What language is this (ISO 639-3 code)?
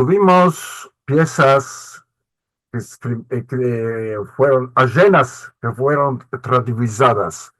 lad